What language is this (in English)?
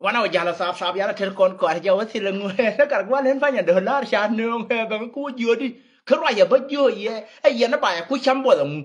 Nuer